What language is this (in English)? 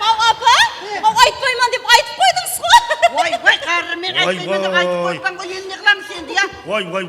Kara-Kalpak